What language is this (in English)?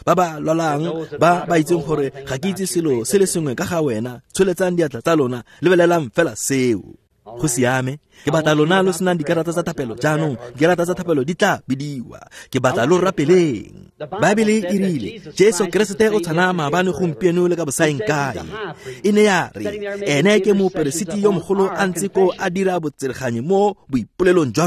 Tswana